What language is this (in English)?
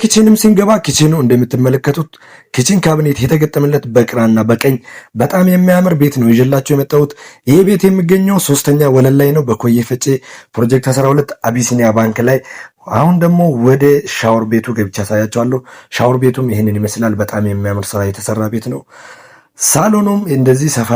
Amharic